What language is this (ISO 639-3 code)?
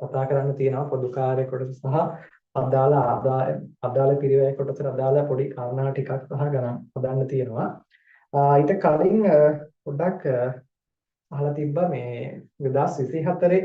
sin